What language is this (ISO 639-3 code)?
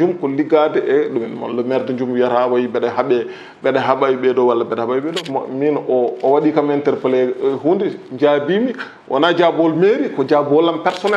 ful